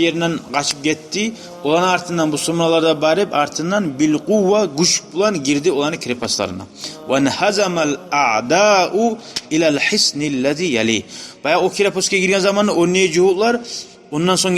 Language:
Kumyk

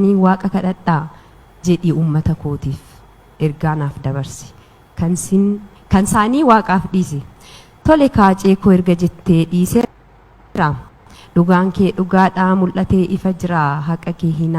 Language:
Oromo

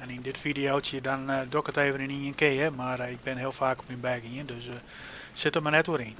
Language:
Western Frisian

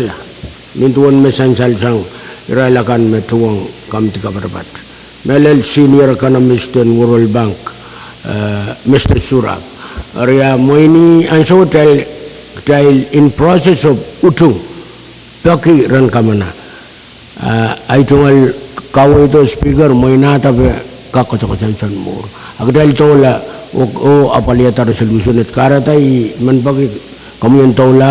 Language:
Pohnpeian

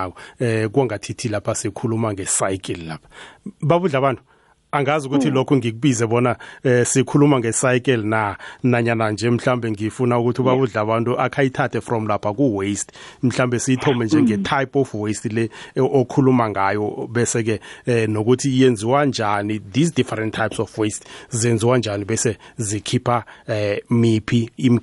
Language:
South Ndebele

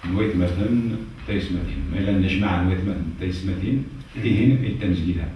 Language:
Kabyle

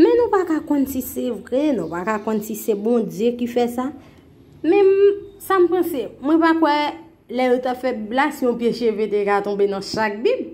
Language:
Haitian Creole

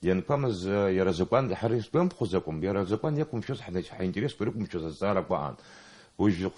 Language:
Abkhazian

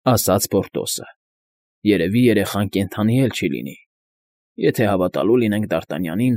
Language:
Armenian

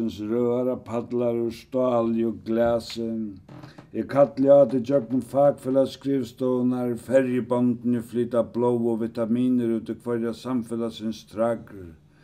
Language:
Faroese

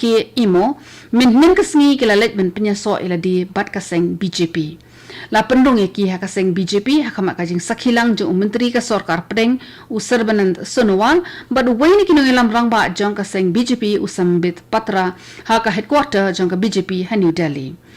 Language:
Khasi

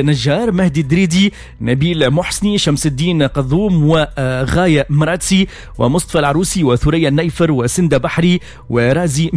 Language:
Tunisian Arabic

